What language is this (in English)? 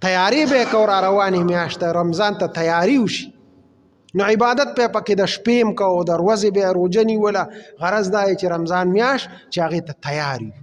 Pashto